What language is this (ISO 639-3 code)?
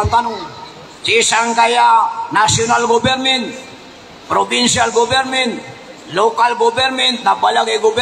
mrw